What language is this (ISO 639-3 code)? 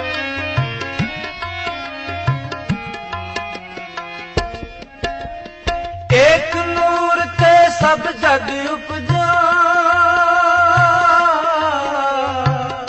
pan